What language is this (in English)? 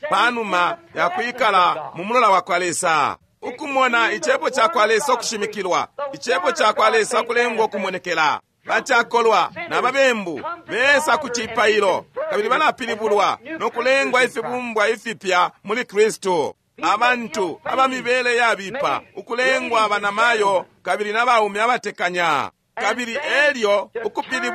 Bemba